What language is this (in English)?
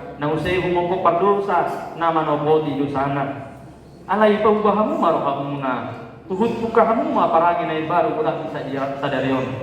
Batak Toba